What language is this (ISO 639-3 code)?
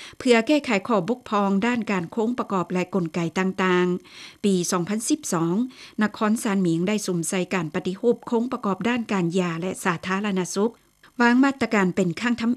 lao